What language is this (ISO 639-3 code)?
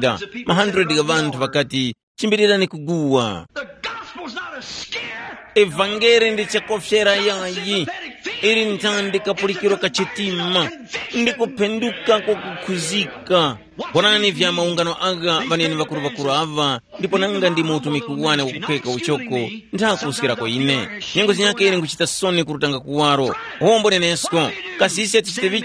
tum